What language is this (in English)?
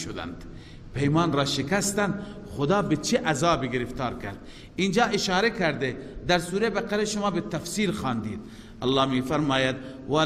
Persian